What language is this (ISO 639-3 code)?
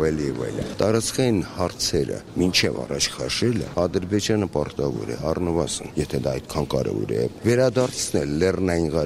hye